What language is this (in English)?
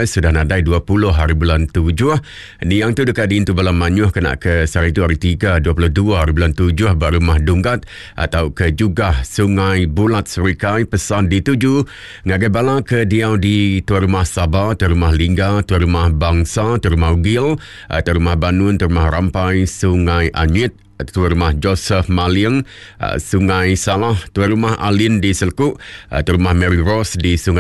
Iban